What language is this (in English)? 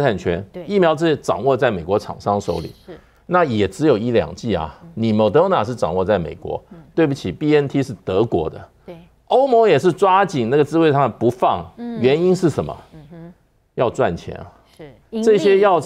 Chinese